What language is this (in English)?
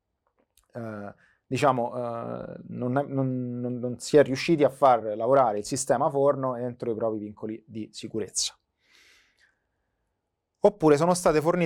Italian